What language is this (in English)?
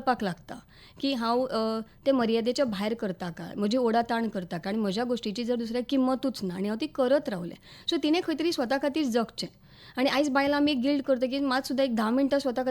Konkani